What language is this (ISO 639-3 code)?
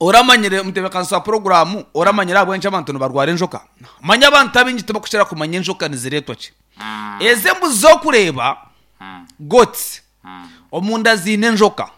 nyn